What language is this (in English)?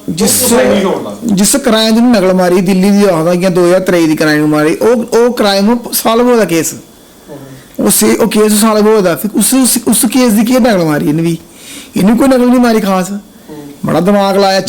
Dogri